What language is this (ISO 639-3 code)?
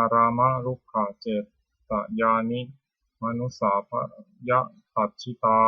pli